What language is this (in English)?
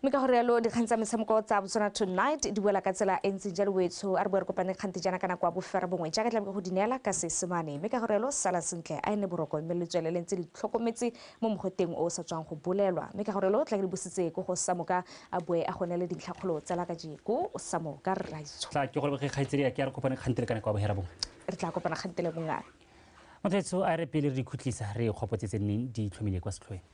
Tswana